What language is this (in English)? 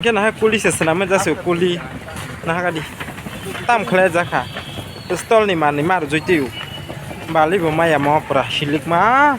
Kok Borok